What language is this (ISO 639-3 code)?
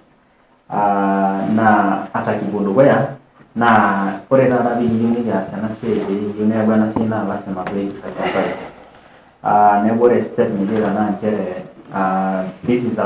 mas